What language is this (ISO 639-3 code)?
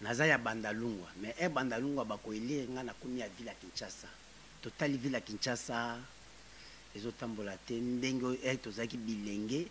lin